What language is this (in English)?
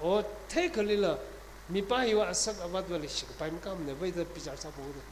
Tangkhul Naga (India)